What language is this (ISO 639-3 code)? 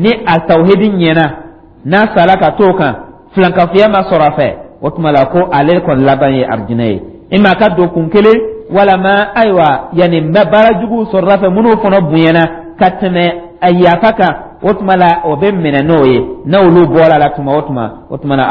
dyu